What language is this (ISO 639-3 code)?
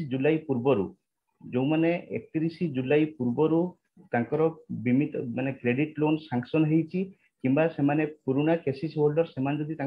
ori